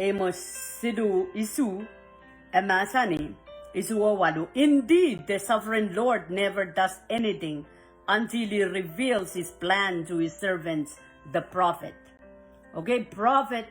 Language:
Pohnpeian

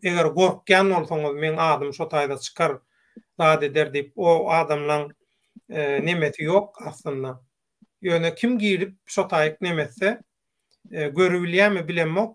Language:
Turkmen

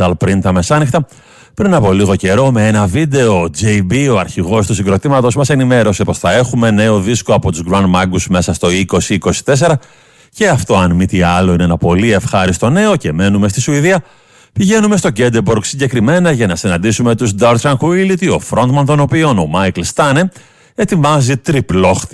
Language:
Greek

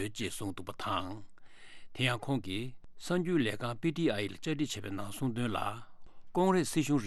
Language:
Tibetan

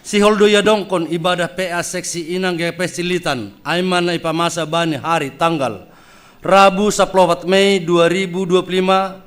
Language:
Batak Simalungun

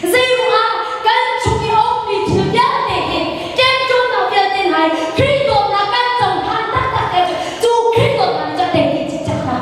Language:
Hakha Chin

